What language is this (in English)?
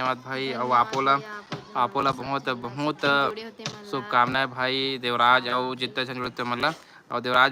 Chhattisgarhi